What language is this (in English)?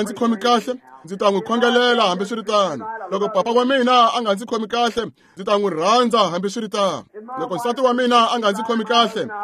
Tsonga